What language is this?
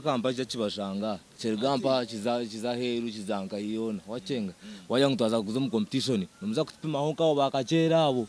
Nyankole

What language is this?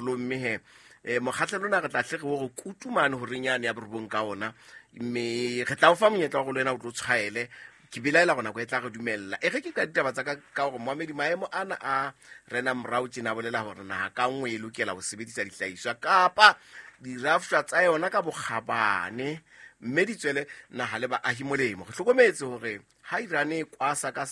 Southern Sotho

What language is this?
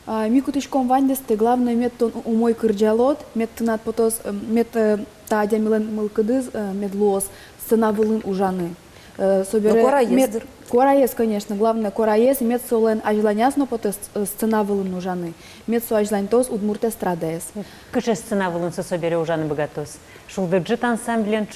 Udmurt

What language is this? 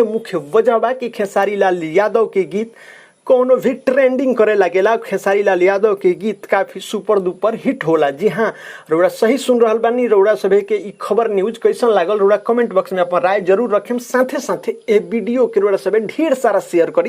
Bhojpuri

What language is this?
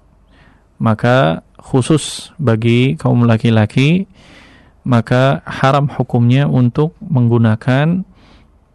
Indonesian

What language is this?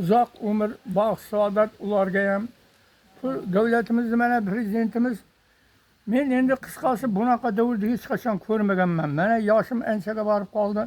Uzbek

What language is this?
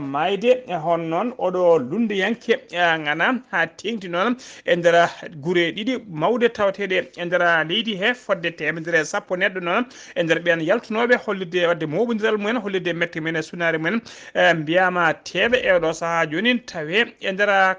Fula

